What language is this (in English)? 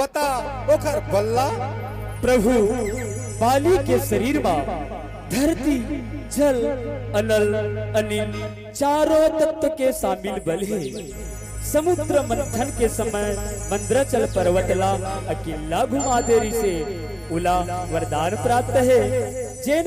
Chhattisgarhi